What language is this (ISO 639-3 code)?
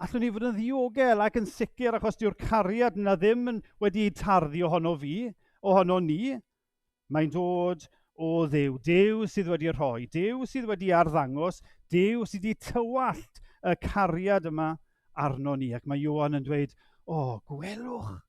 cym